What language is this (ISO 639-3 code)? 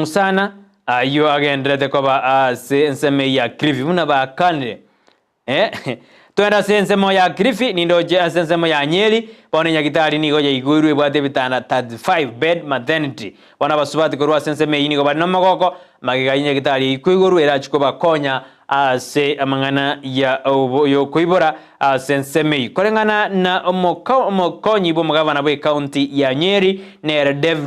guz